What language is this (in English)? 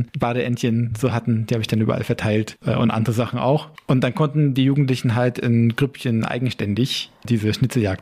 German